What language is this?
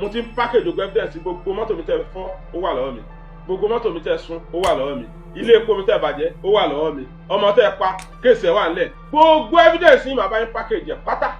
Yoruba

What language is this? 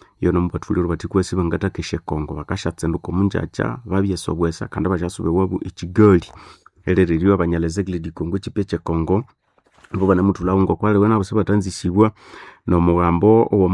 Nande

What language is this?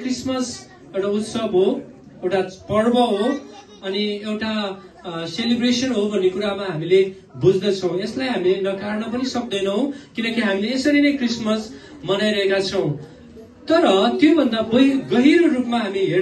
Nepali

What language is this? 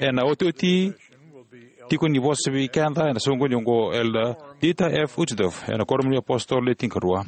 Fijian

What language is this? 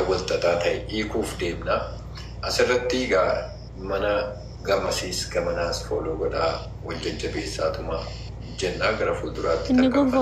Oromo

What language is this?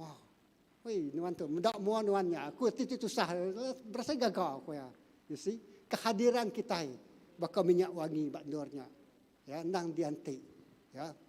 Iban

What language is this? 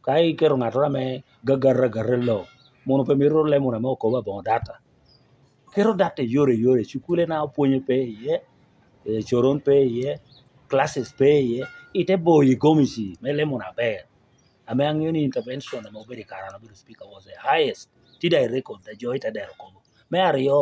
Lango (Uganda)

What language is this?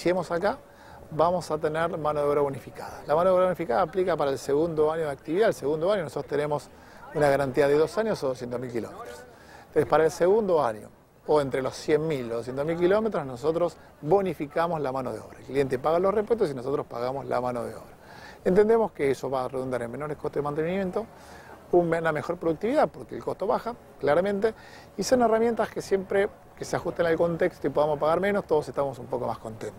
Spanish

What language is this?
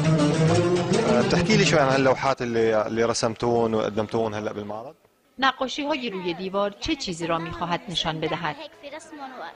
Persian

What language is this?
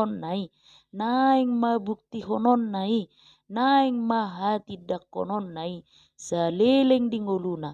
Batak Toba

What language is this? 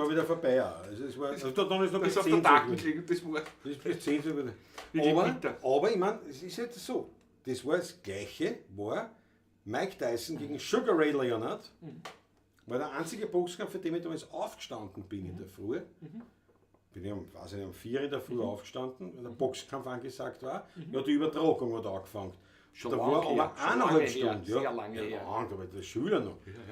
Bavarian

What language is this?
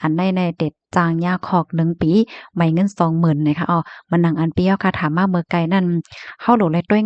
Shan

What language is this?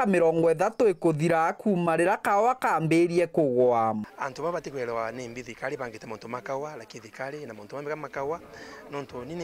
Meru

